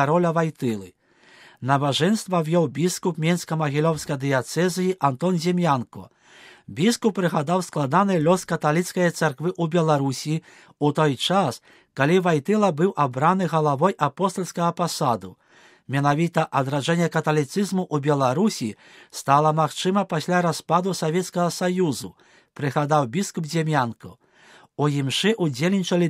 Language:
Belarusian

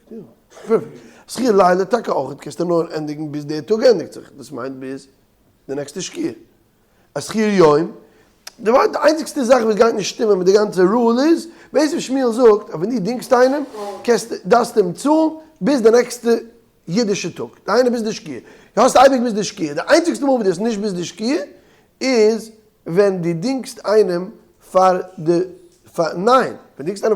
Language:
Yiddish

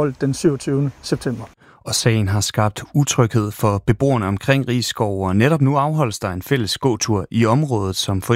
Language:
Danish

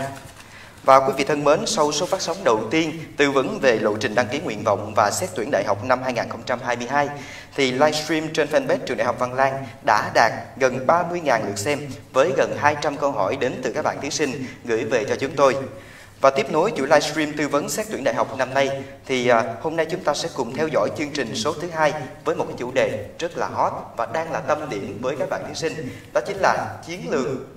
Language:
Vietnamese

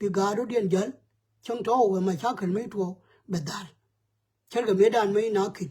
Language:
Nuer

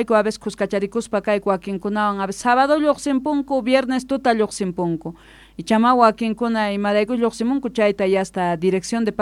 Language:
South Bolivian Quechua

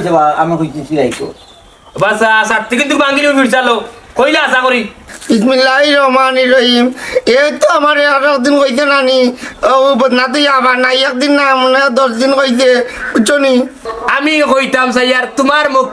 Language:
Sylheti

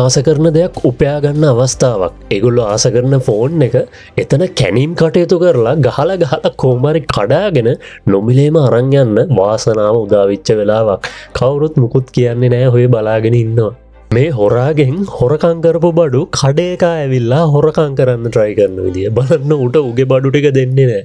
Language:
Sinhala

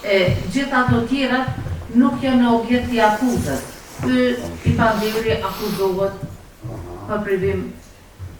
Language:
Albanian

